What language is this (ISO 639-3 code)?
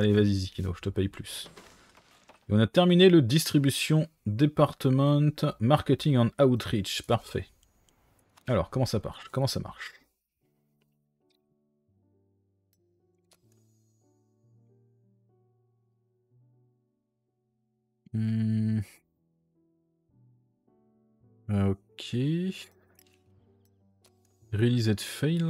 fra